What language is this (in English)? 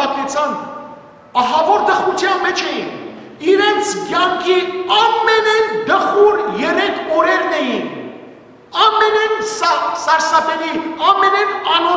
Western Armenian